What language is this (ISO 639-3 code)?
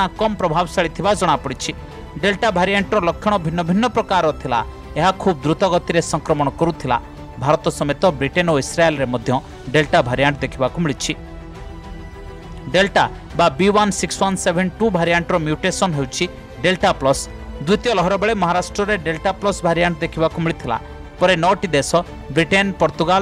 ori